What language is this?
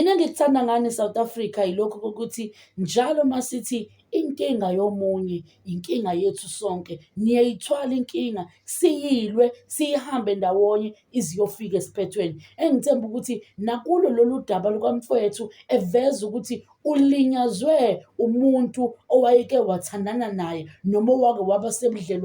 Zulu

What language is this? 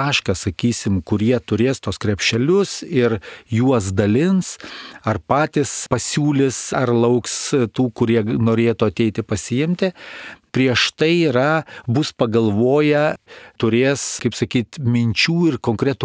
Lithuanian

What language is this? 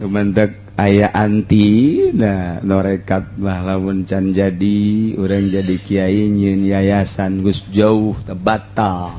Sundanese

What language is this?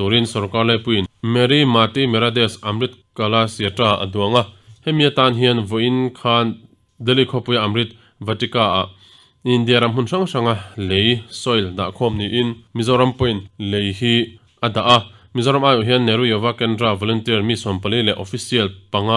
Mizo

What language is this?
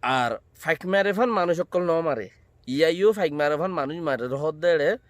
Rohingya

